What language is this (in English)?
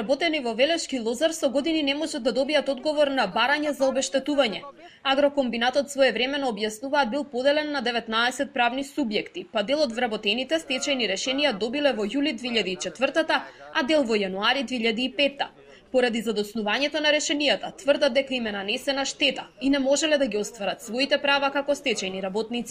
Macedonian